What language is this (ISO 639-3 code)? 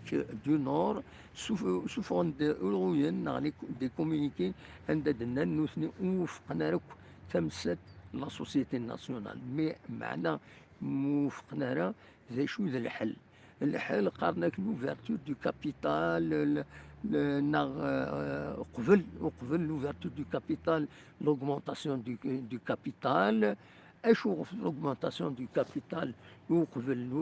kab